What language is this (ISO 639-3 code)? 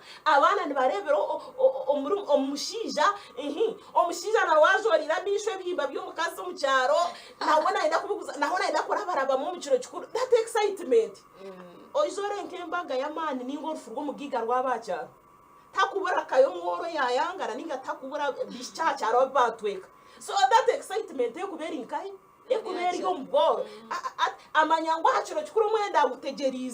nyn